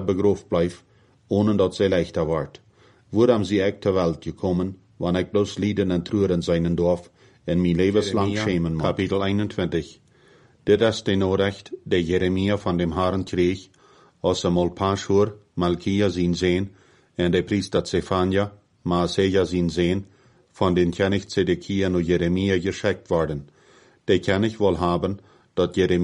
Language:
Plautdietsch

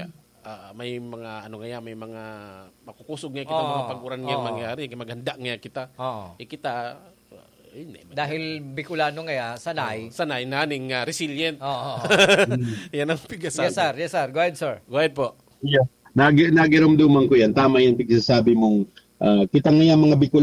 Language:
Bikol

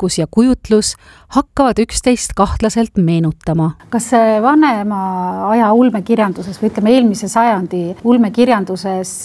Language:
Estonian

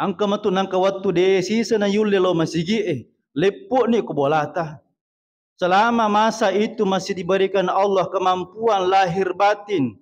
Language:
Buginese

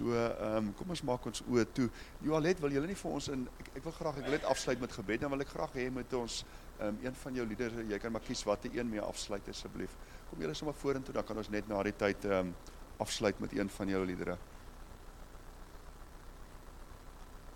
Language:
Afrikaans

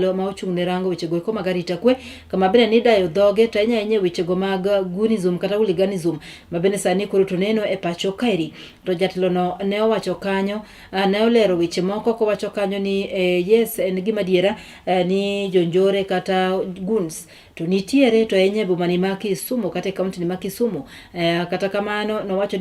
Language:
Luo (Kenya and Tanzania)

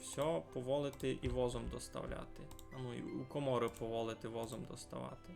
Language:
Rusyn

